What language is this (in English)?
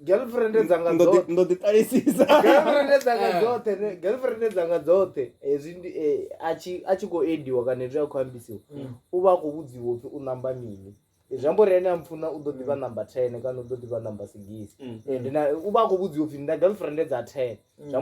Venda